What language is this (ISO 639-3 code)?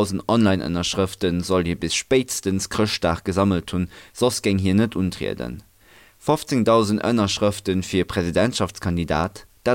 ltz